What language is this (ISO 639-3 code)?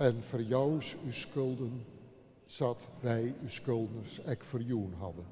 fry